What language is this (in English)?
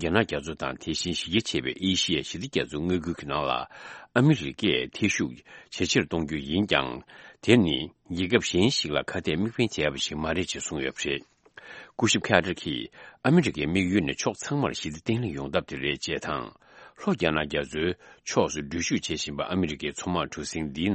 Tibetan